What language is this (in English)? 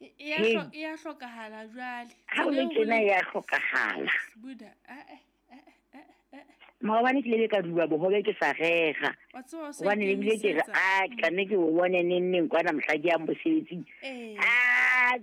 Southern Sotho